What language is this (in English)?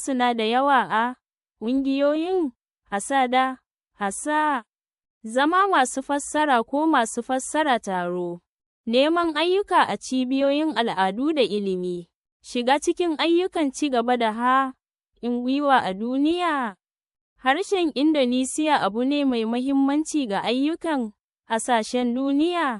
Hausa